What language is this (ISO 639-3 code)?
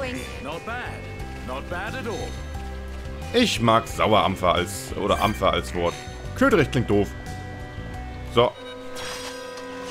deu